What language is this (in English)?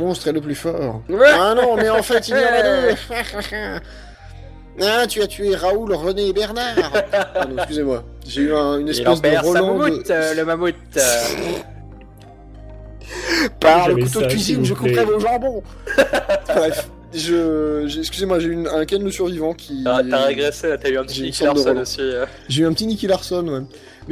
French